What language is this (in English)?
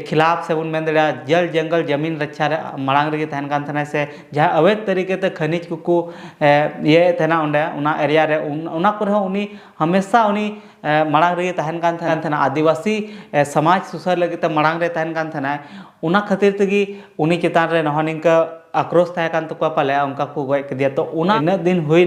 Santali